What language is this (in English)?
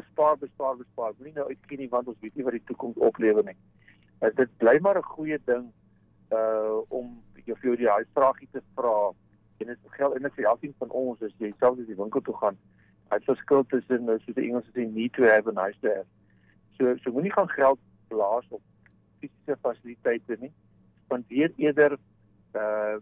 Afrikaans